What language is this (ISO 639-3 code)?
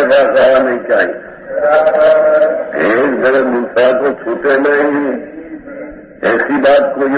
hin